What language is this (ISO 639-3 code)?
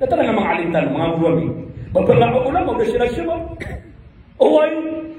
mrw